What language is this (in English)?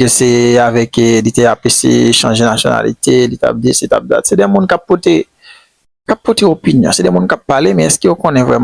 Haitian Creole